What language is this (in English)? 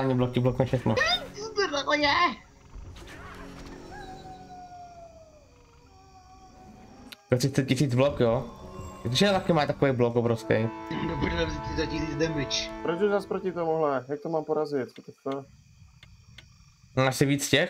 Czech